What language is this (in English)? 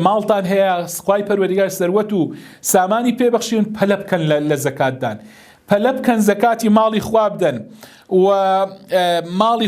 Central Kurdish